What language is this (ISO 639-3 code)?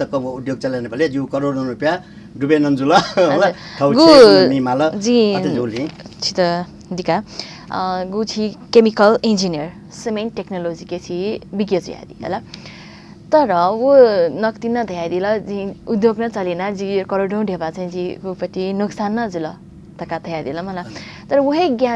new